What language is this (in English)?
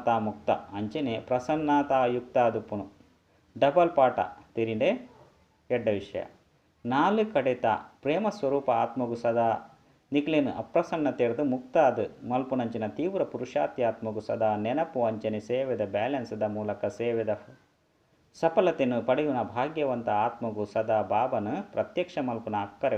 Tulu